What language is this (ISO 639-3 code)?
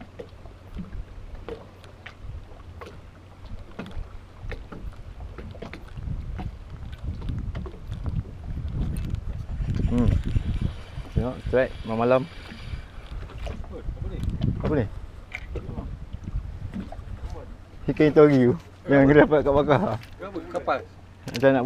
msa